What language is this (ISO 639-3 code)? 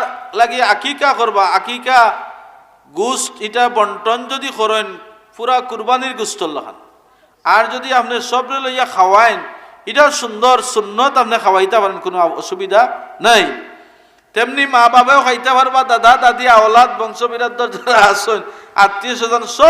syl